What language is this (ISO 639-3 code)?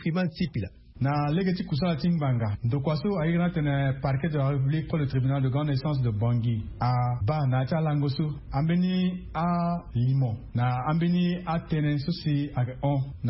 sag